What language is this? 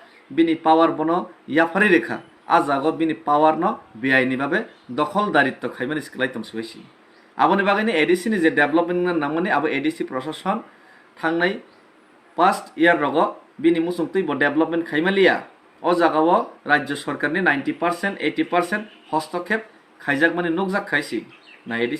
Kok Borok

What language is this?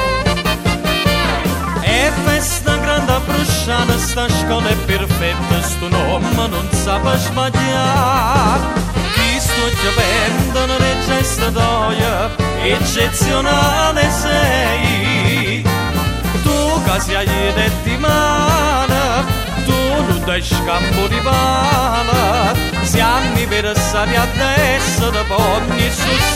Italian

